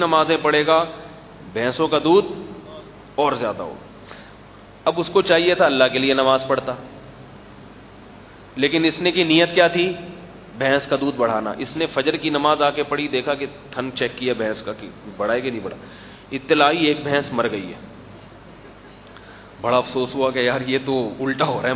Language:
Urdu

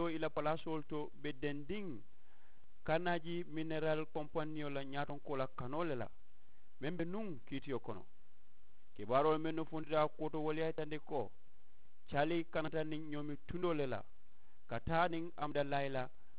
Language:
Mandingo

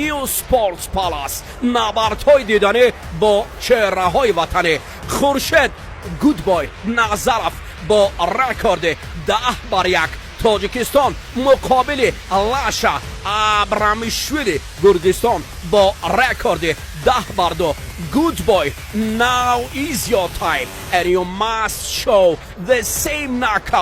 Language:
Tajik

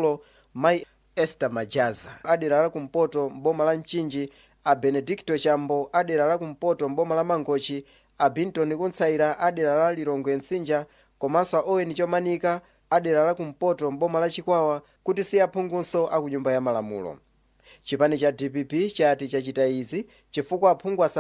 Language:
Nyanja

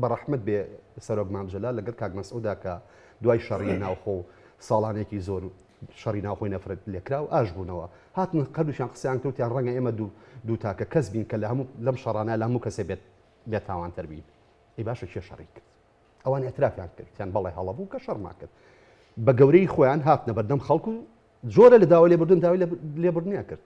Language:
Central Kurdish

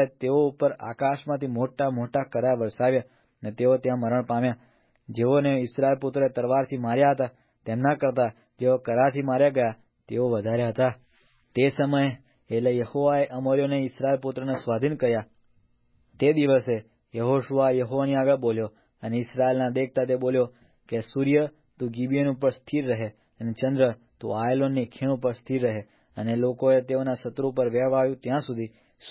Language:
Gujarati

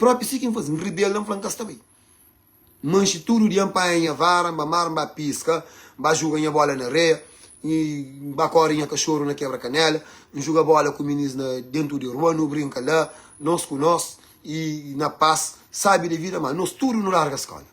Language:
Kabuverdianu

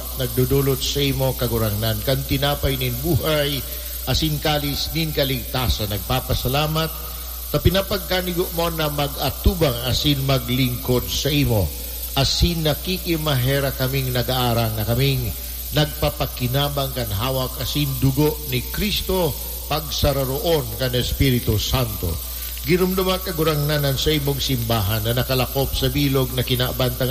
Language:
Bikol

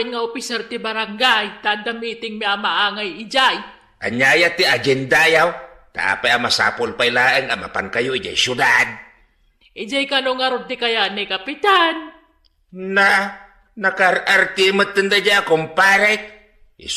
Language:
Iloko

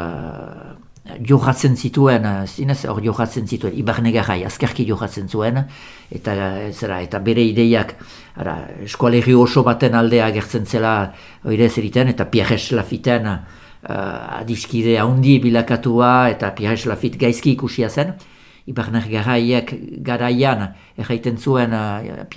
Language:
Basque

